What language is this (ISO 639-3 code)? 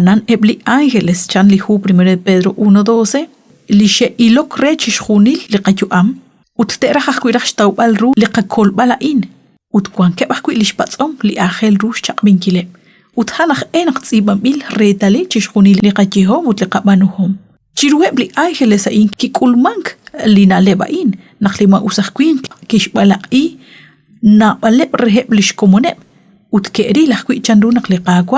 kek